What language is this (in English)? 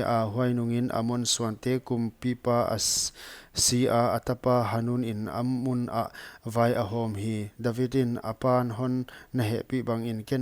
Paite Chin